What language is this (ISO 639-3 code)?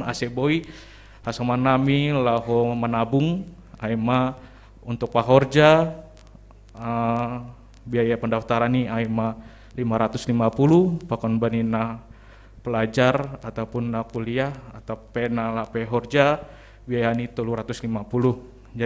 bts